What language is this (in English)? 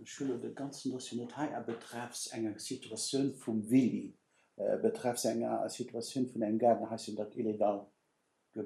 Luxembourgish